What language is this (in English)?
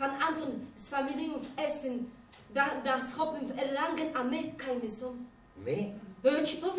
Silesian